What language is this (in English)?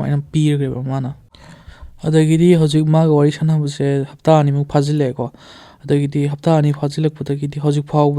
Manipuri